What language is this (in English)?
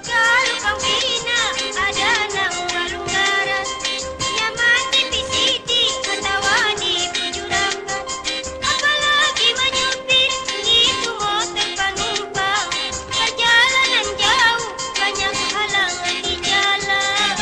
Banjar